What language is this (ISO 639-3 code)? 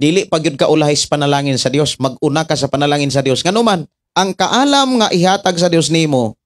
ceb